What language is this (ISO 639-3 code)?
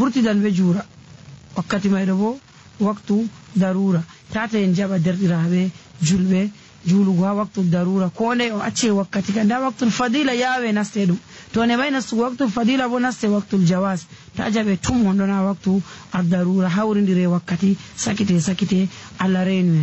fuv